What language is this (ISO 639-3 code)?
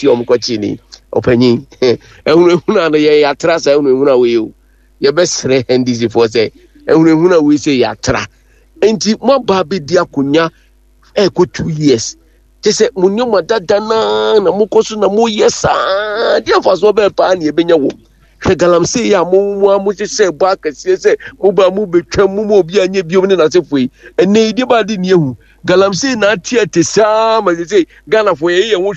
aka